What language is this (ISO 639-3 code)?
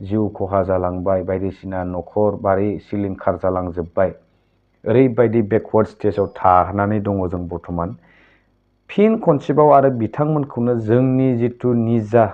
brx